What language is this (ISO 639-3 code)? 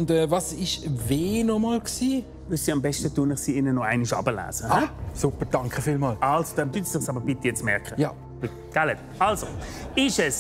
gsw